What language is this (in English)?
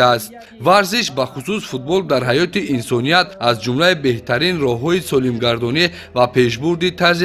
Tajik